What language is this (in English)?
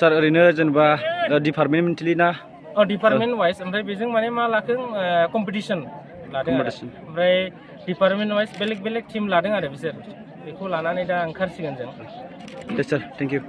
Bodo